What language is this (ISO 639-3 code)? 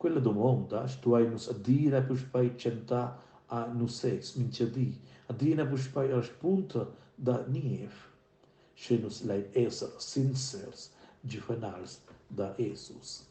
roh